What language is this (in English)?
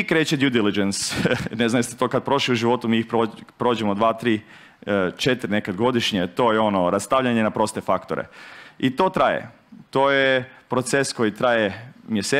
Croatian